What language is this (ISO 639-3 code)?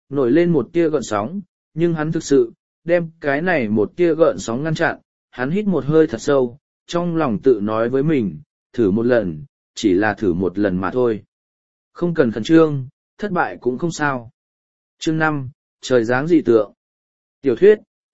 vie